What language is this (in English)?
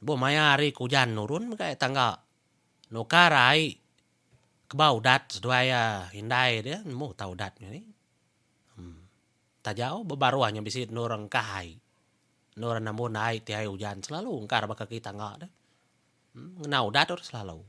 Iban